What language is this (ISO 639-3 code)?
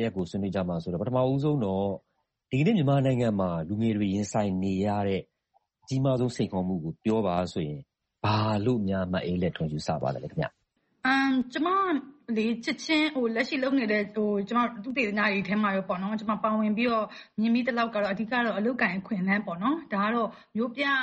mya